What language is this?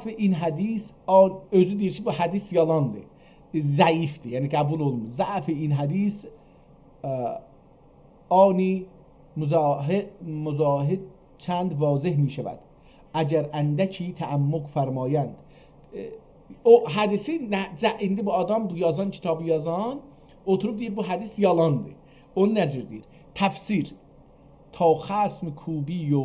South Azerbaijani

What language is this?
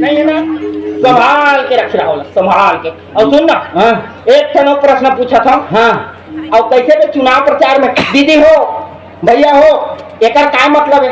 Chhattisgarhi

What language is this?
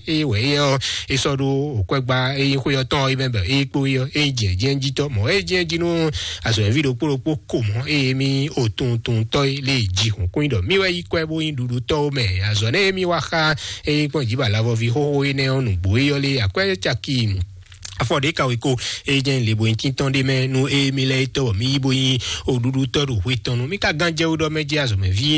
Fon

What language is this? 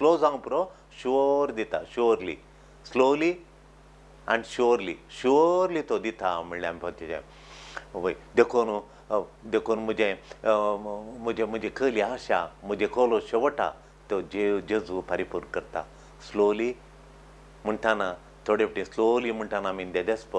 Konkani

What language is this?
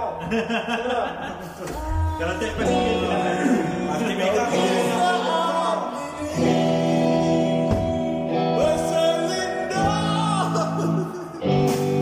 Malay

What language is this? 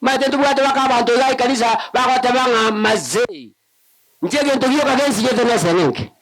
Gusii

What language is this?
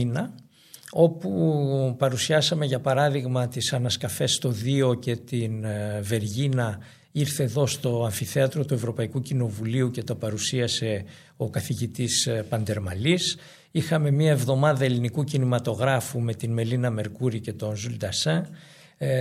Greek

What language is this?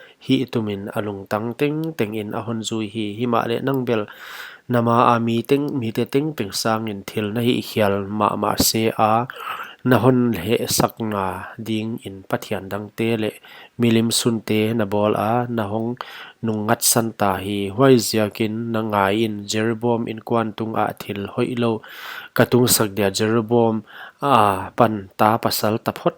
Paite Chin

